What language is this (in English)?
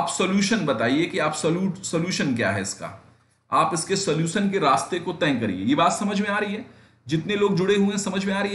Hindi